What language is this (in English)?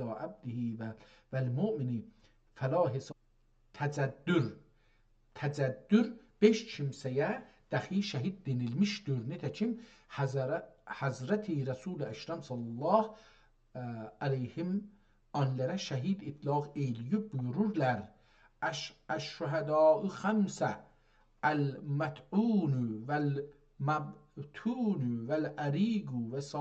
South Azerbaijani